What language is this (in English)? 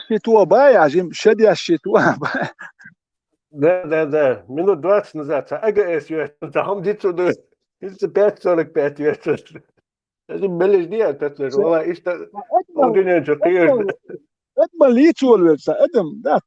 Chechen